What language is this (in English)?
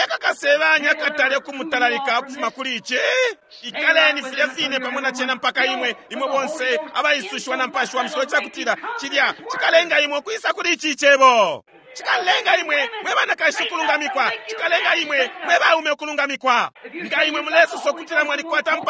Bemba